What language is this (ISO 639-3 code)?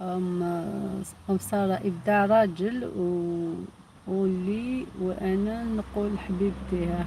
arq